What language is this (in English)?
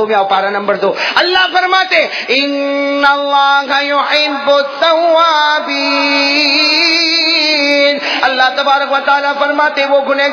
Urdu